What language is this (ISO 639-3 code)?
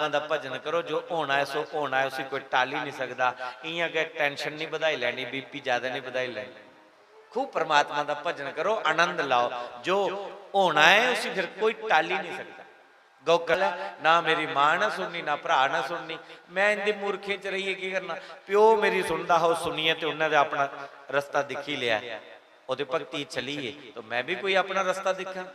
doi